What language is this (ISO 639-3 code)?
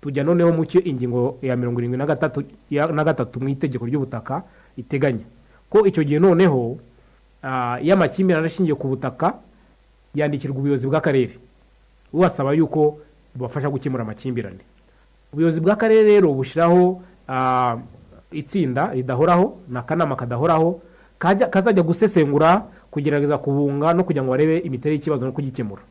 kin